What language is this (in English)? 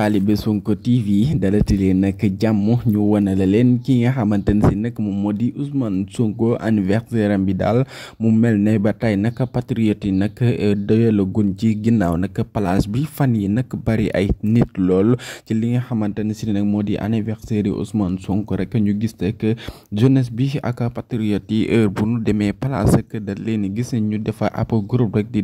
Wolof